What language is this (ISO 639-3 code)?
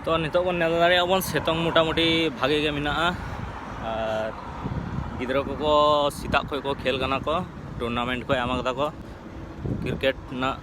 sat